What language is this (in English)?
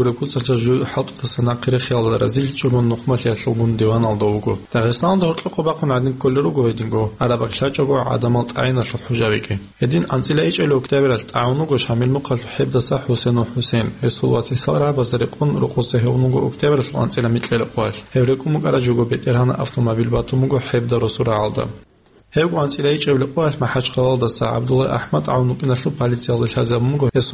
Avaric